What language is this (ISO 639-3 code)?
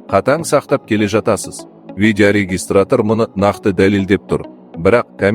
kaz